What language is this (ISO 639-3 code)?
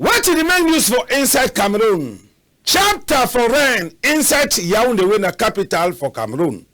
wes